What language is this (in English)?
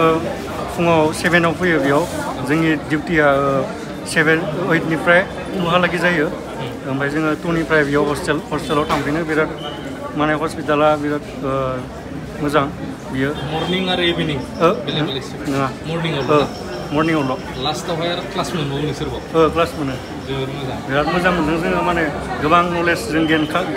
Bodo